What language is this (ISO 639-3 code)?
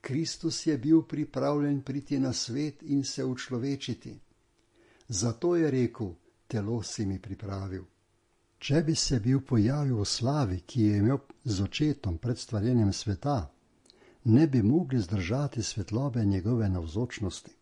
slv